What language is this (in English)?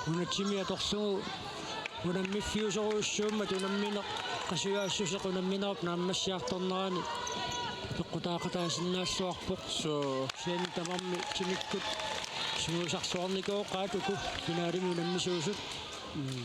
Kalaallisut